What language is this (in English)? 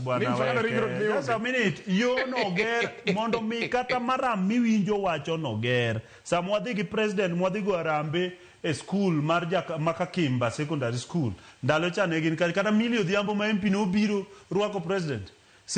Luo (Kenya and Tanzania)